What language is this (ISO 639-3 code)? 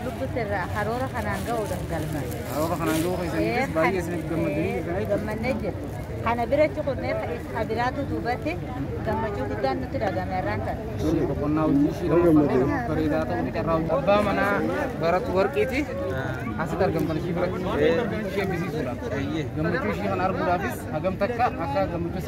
orm